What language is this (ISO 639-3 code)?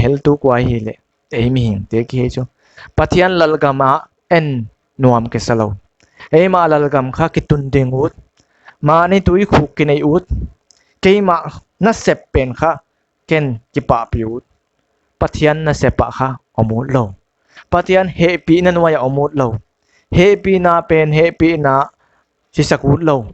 pck